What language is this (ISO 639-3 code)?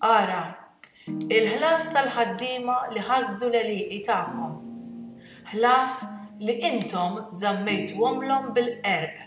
mlt